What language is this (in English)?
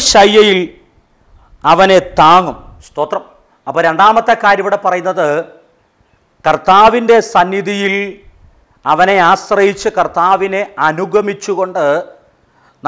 Malayalam